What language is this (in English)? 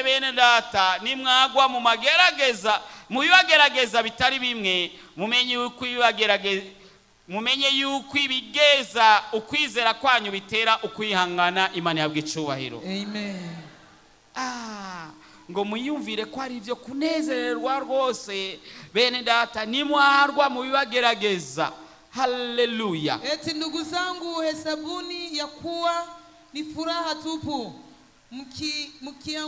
Rundi